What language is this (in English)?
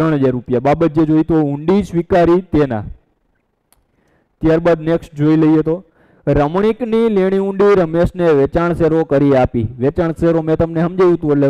Gujarati